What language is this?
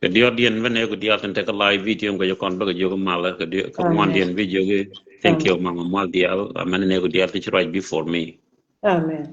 Nuer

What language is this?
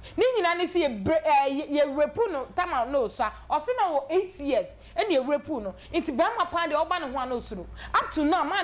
Akan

